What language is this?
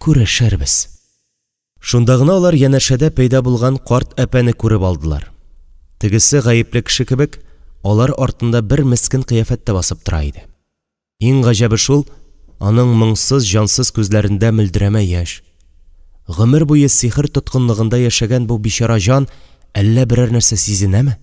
Tatar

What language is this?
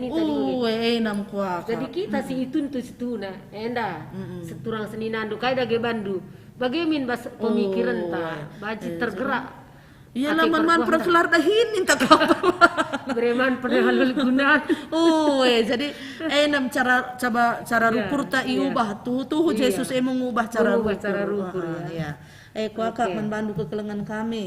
Batak Karo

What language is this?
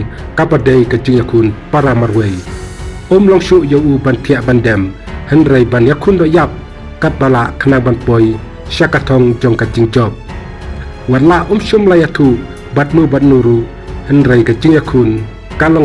Khasi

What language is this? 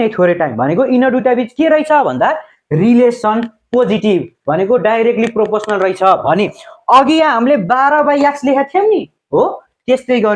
Nepali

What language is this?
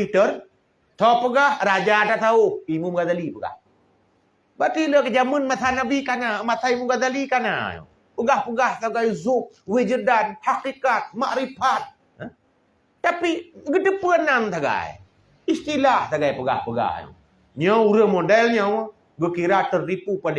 Achinese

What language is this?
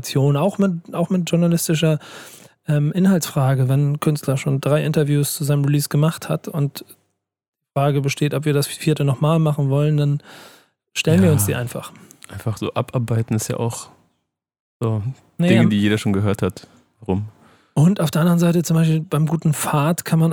German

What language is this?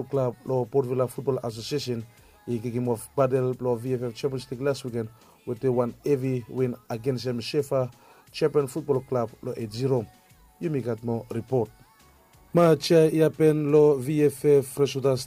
Bislama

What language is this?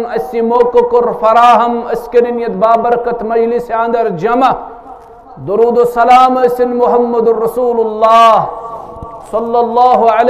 Kashmiri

